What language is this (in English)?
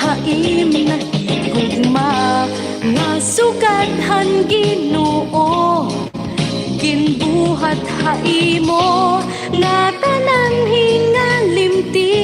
Waray